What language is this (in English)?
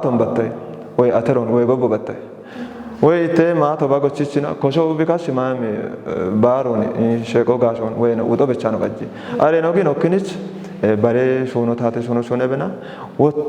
Kafa